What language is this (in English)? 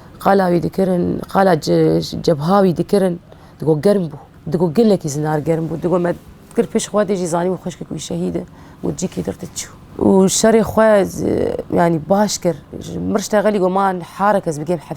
Kurdish